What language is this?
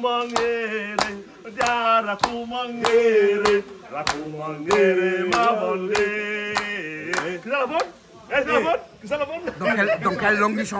Réunion Creole French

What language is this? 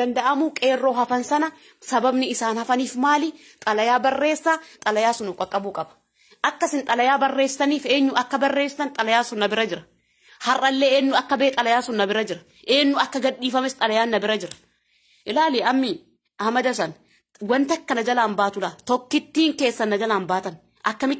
Oromo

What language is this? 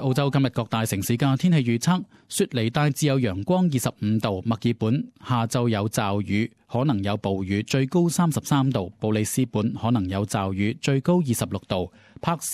Cantonese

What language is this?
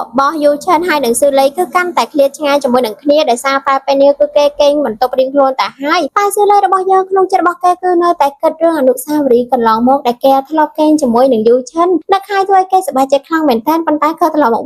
Khmer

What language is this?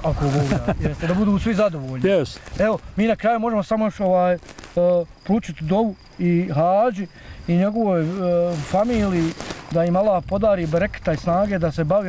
Bosnian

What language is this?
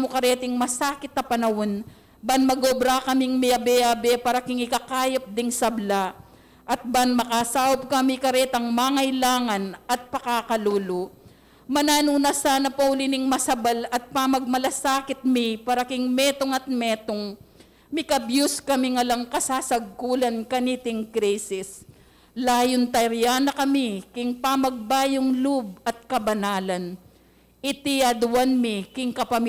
Pampanga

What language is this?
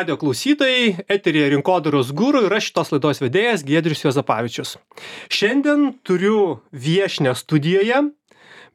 Lithuanian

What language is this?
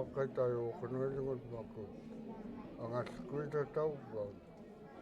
Central Yupik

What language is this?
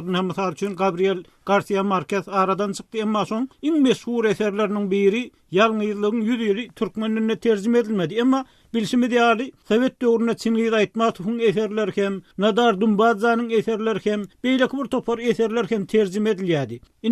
Turkmen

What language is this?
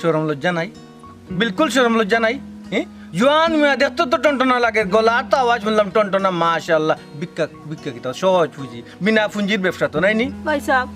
Sylheti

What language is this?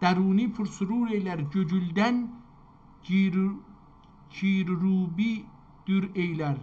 South Azerbaijani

